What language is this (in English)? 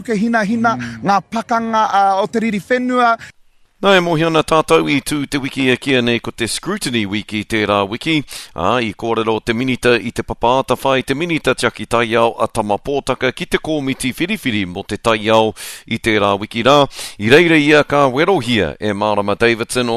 Māori